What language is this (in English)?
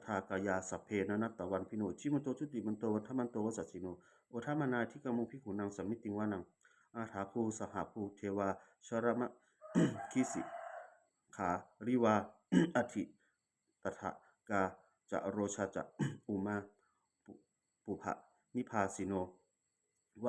Pali